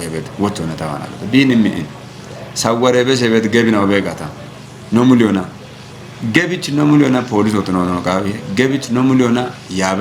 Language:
Kafa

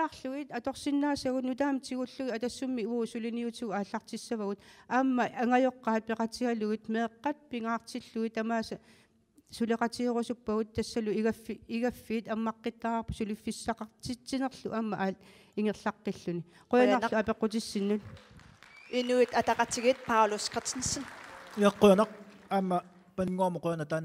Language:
Kalaallisut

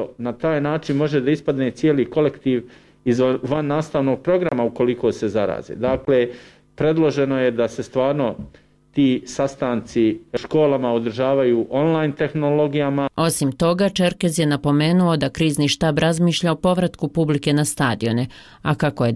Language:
Bosnian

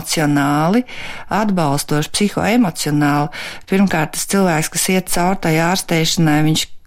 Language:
Latvian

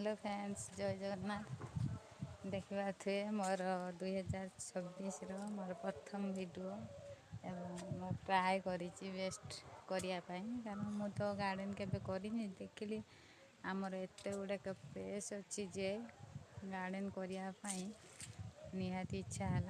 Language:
Odia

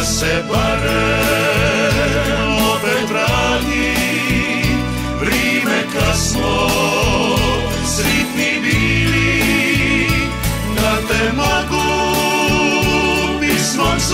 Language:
Croatian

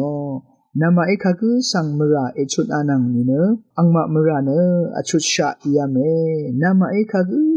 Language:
Rawang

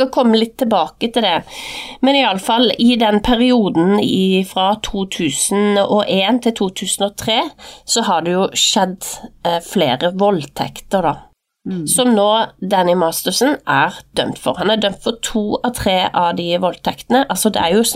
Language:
Norwegian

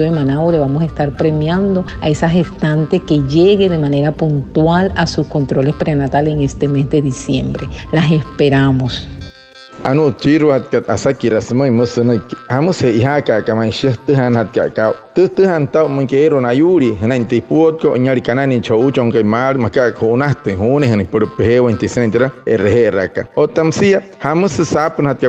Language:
Wayuu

